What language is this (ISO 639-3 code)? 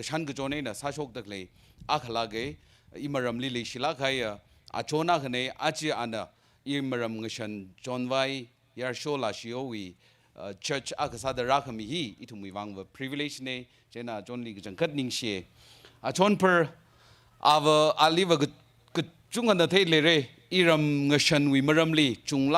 nmf